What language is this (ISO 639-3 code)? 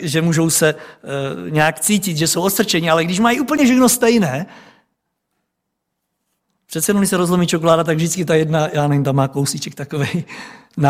ces